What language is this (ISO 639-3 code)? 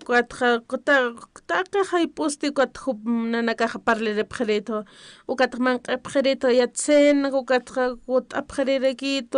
aym